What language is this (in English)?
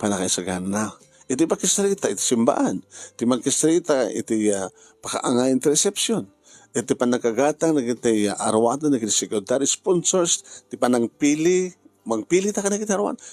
Iloko